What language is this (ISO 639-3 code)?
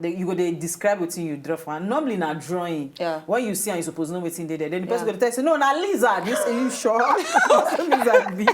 pcm